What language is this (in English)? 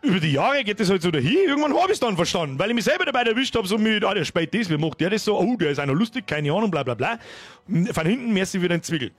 Bavarian